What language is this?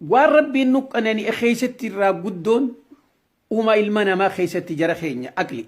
Oromo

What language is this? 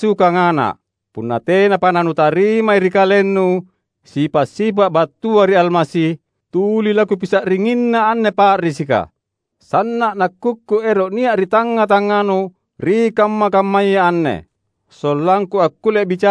Makasar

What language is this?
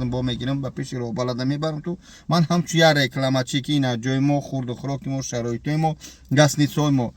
Tajik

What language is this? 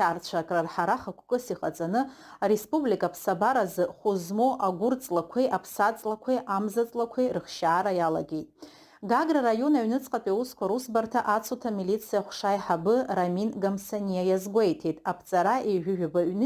Abkhazian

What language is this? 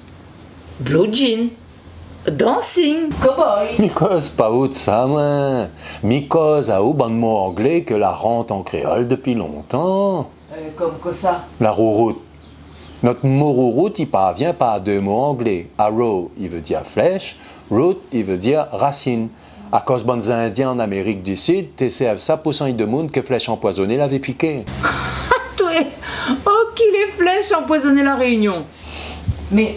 Réunion Creole French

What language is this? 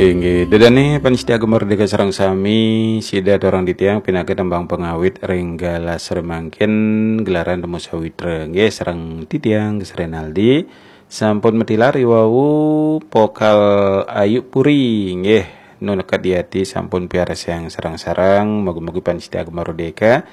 Balinese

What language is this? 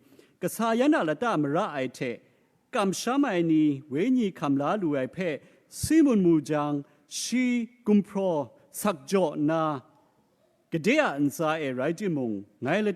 Kachin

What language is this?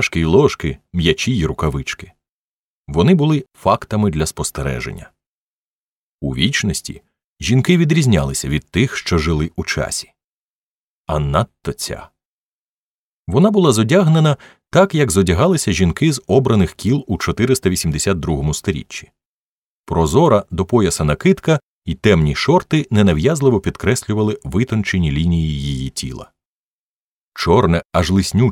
Ukrainian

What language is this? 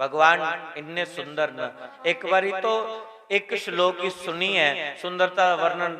Dogri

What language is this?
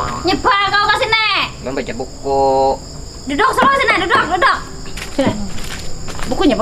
Banjar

